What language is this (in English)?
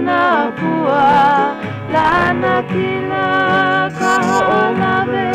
Hawaiian